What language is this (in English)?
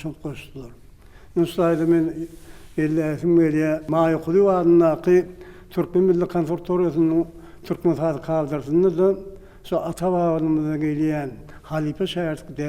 Turkmen